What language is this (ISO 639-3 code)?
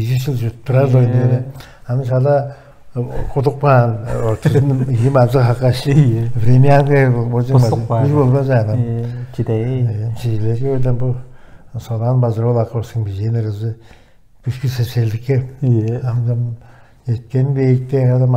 tyv